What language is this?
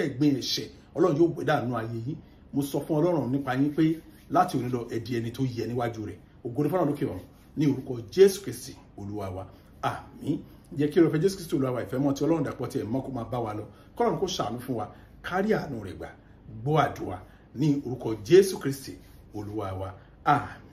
Yoruba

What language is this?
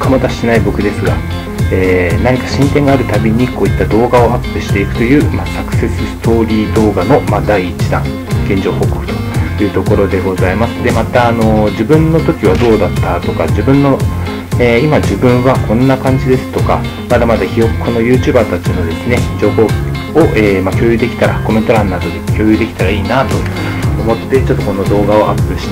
Japanese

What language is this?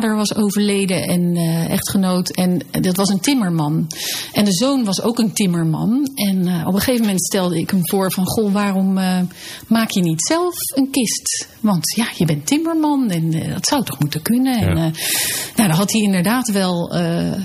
Dutch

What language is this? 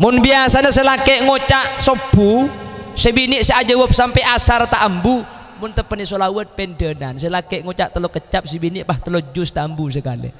Madurese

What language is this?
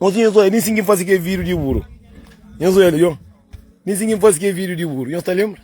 Kabuverdianu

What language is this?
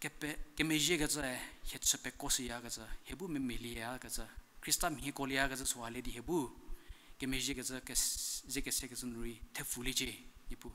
Angami Naga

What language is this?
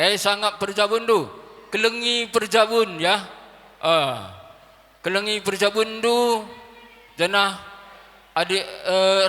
Batak Karo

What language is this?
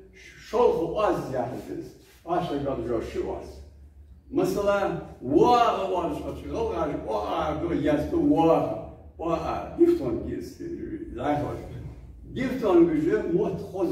Ingush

